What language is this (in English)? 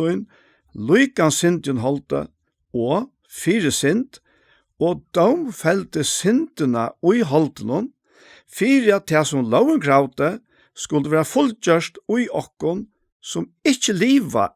Faroese